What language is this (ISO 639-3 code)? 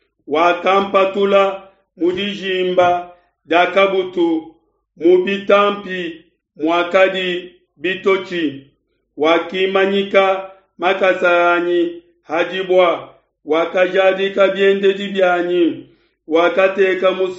lua